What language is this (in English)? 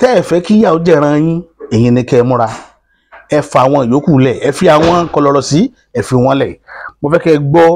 Yoruba